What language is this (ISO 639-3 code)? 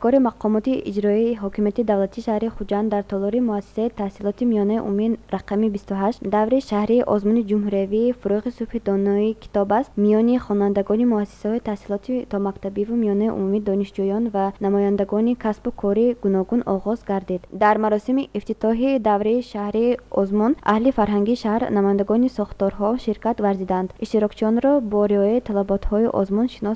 tgk